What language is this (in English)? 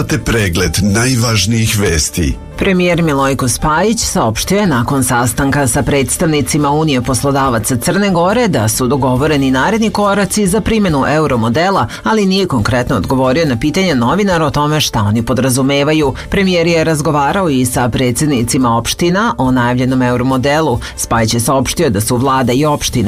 Serbian